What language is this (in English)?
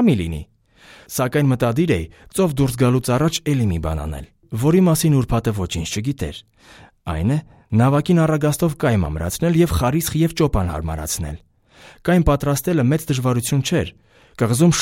Armenian